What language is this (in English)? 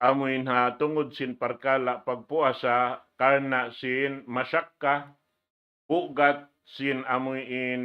Tausug